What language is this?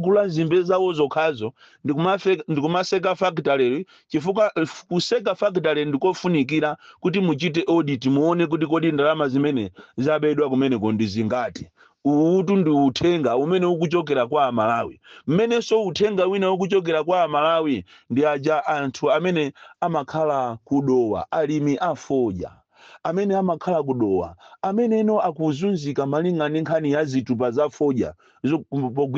Nyanja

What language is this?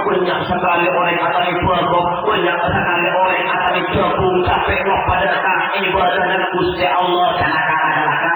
Madurese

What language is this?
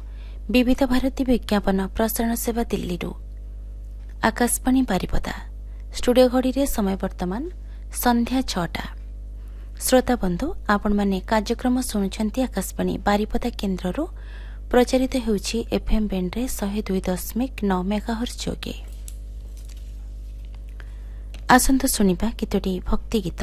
Odia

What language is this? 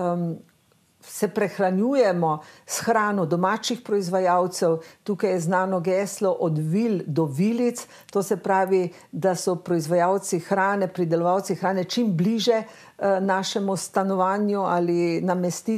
Slovenian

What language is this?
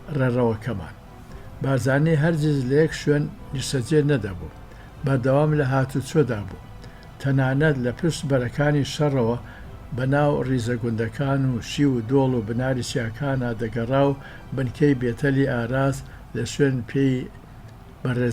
Central Kurdish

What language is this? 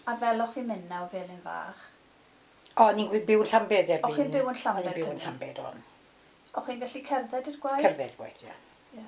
Welsh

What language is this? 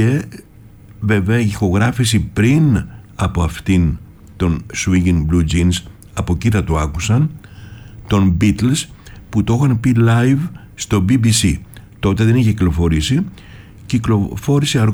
Greek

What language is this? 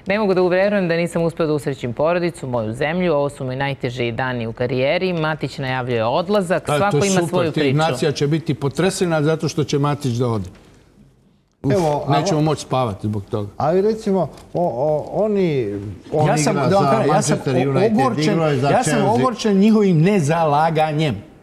Serbian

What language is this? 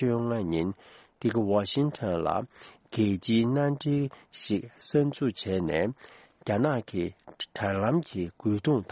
Tibetan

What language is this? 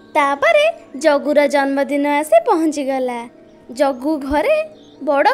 Odia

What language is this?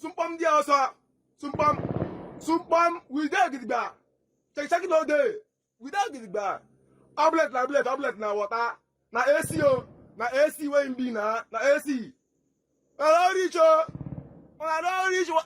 Igbo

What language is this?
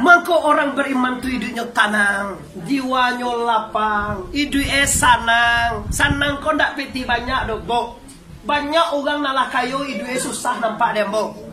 Minangkabau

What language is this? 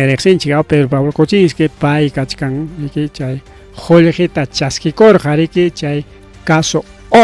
Ayacucho Quechua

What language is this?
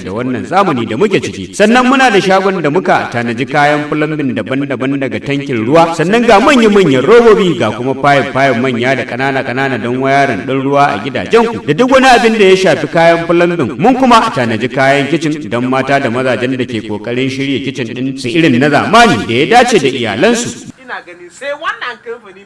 Hausa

